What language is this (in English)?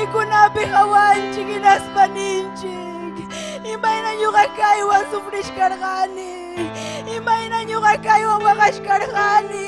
Ayacucho Quechua